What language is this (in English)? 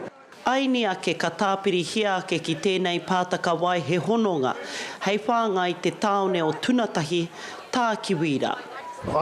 Māori